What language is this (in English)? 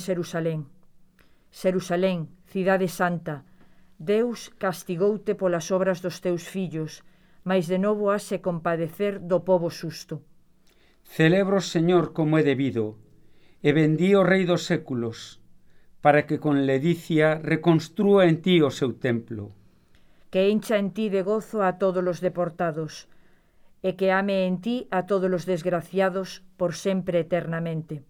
Galician